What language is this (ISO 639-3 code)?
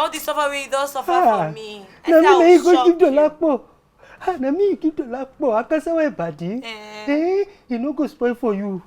pcm